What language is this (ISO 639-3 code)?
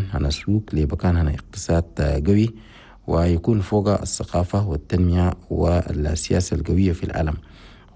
shu